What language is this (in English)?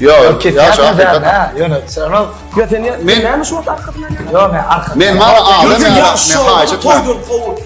Turkmen